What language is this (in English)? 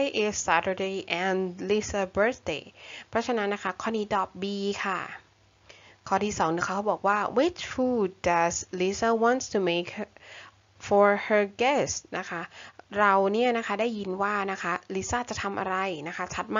Thai